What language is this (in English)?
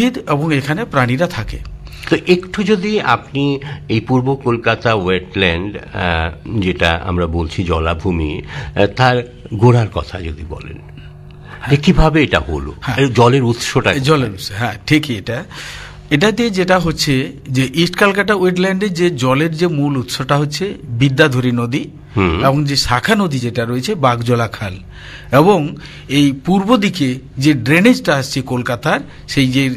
Bangla